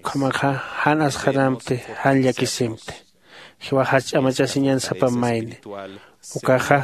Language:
Aymara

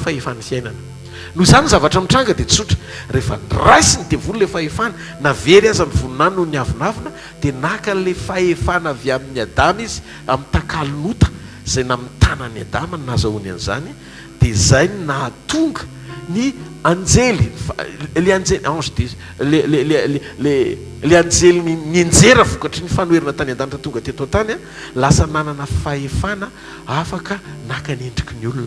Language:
Malagasy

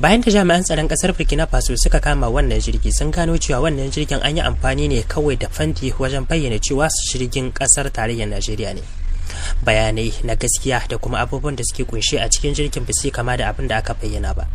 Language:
Hausa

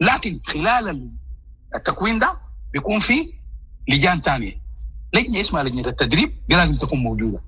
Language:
Sudanese Arabic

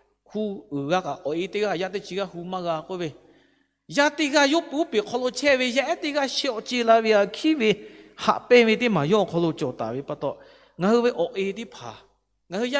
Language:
Lahu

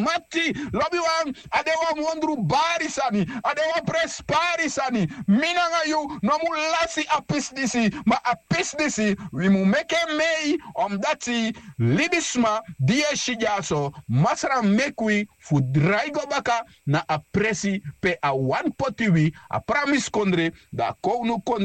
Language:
Sranan Tongo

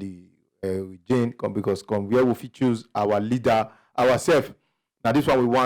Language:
Nigerian Pidgin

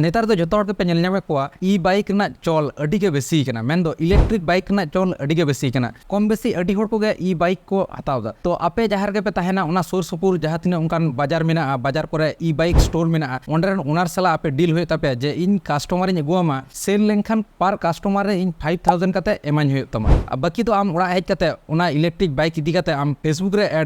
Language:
Santali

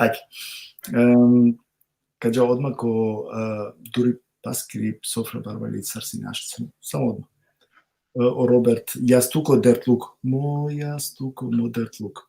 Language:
Balkan Romani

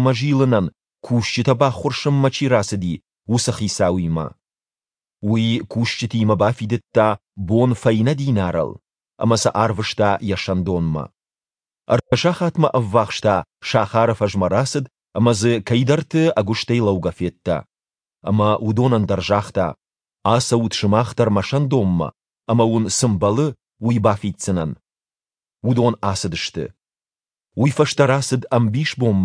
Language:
Ossetic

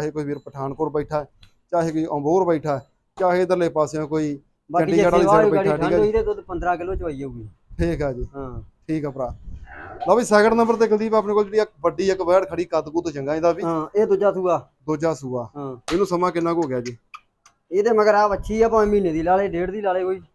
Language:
Punjabi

